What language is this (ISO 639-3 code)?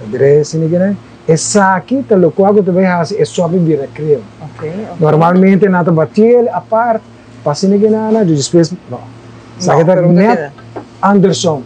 pap